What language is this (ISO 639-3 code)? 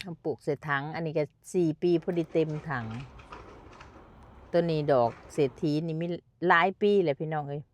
lao